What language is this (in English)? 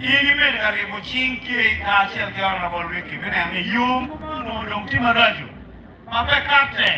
Acoli